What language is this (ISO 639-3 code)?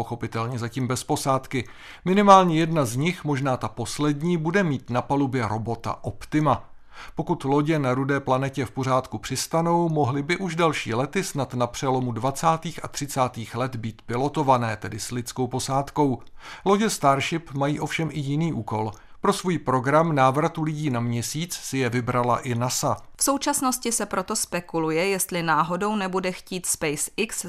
ces